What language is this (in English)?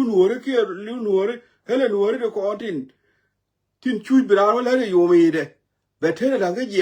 Nuer